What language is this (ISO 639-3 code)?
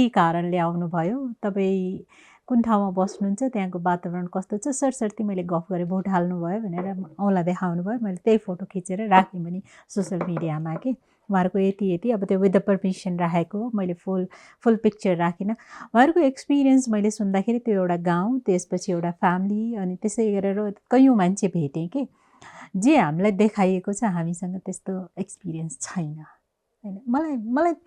nep